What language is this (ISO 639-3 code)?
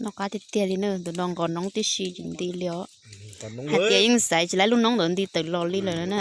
hmn